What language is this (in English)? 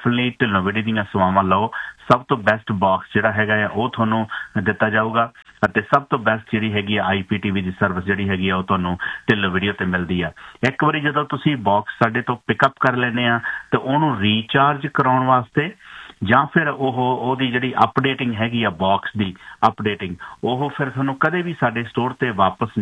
Punjabi